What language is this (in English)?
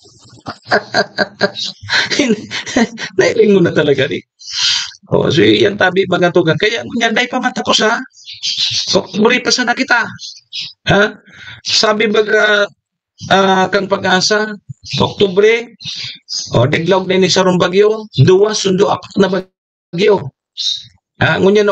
Bikol